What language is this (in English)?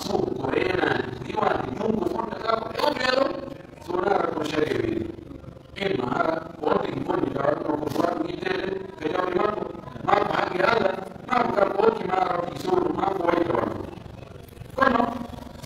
Pular